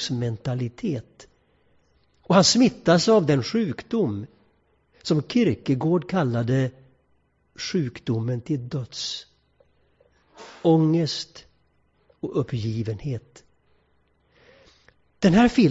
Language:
Swedish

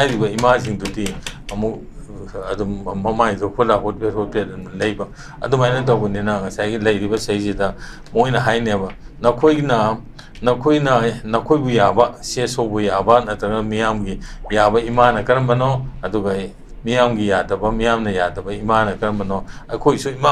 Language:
Manipuri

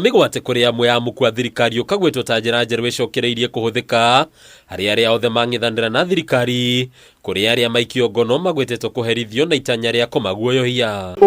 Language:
Kikuyu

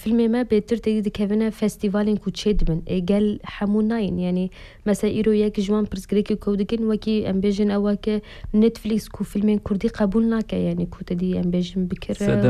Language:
Kurdish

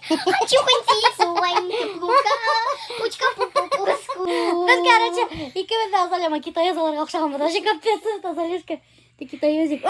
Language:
Bashkir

